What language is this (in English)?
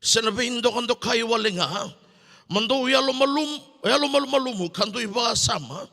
Fijian